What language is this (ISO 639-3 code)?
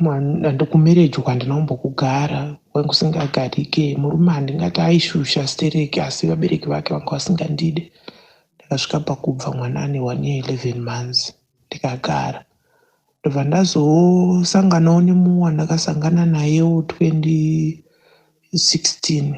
sna